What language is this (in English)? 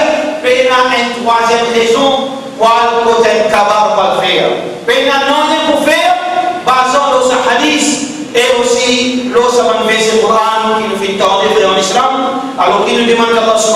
Morisyen